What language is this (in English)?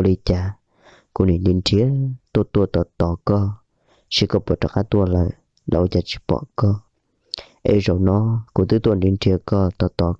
Hmong